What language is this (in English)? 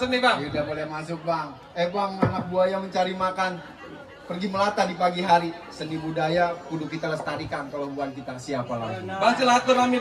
Betawi